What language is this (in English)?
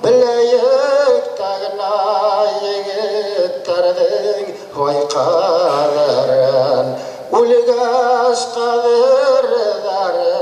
Bashkir